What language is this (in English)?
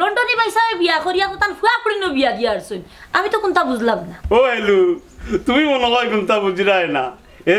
Sylheti